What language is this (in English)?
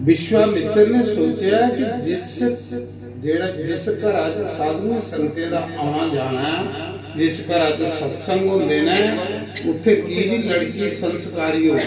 Dogri